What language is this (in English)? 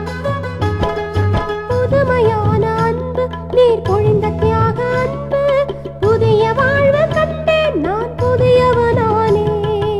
Tamil